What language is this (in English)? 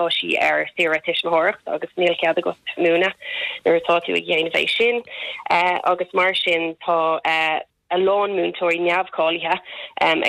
Irish